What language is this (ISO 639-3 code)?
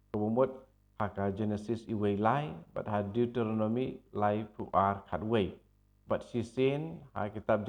kha